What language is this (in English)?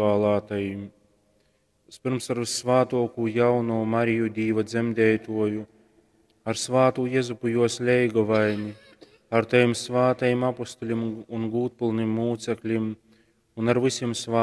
Latgalian